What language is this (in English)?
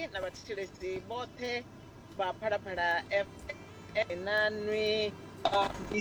Venda